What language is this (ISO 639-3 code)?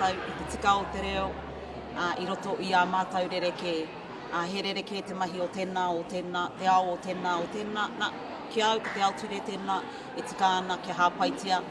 mri